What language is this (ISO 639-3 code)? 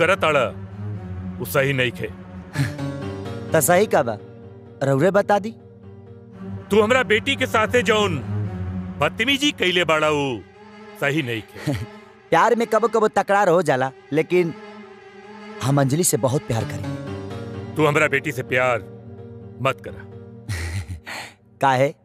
bho